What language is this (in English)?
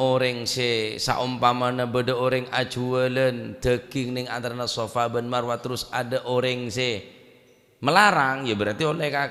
Madurese